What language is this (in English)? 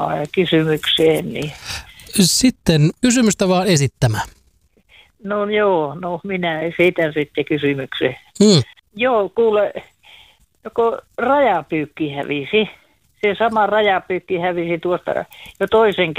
Finnish